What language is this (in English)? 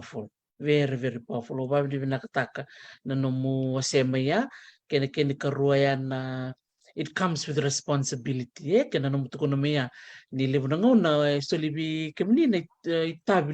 Fijian